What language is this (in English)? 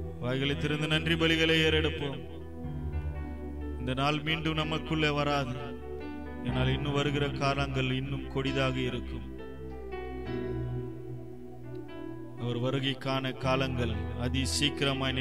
Tamil